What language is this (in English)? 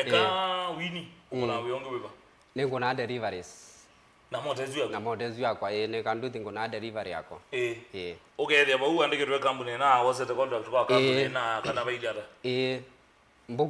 Kamba